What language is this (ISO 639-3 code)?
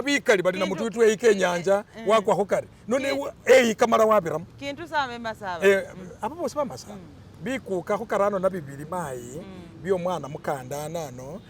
myx